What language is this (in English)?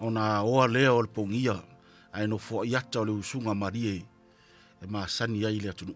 Samoan